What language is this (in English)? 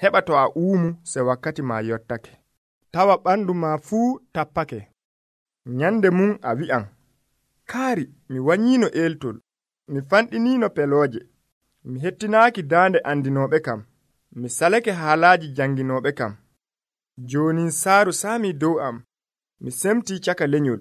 Nigerian Fulfulde